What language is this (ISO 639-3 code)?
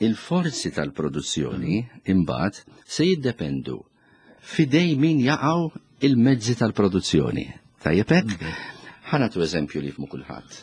mlt